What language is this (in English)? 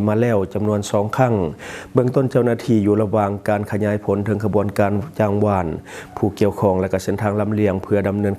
Lao